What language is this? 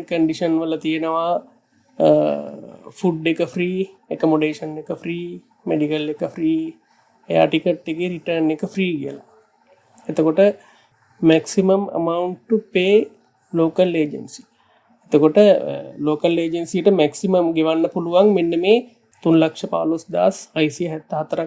Sinhala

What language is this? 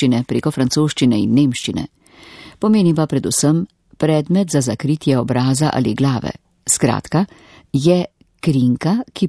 Slovenian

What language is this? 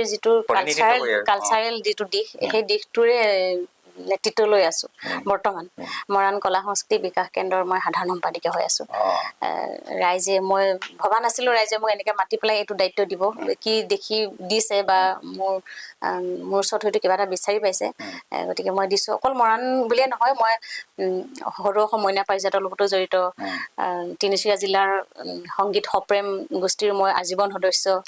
Assamese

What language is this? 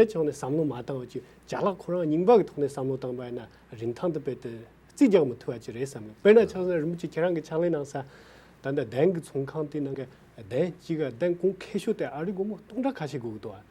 Tibetan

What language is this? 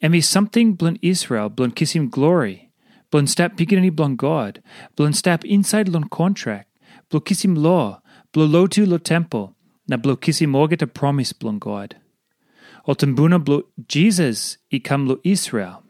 Tok Pisin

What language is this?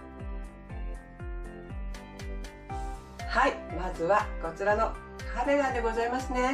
Japanese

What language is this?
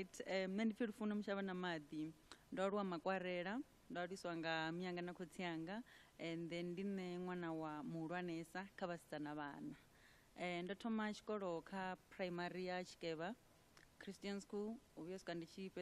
Venda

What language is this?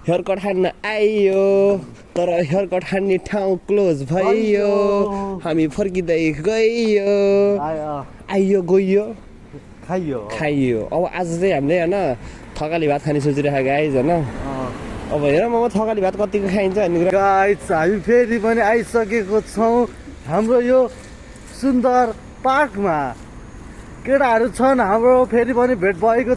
Nepali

